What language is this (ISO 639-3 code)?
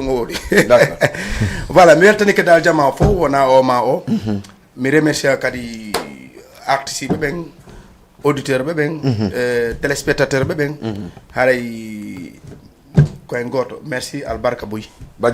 ful